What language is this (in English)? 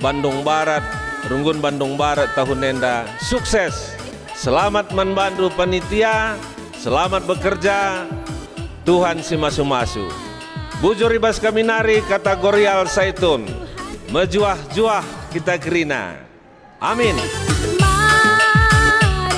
Batak Karo